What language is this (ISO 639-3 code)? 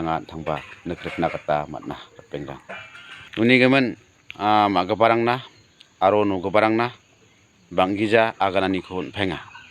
grt